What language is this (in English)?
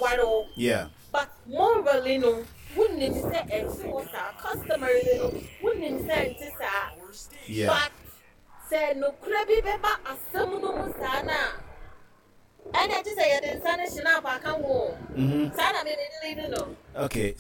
Akan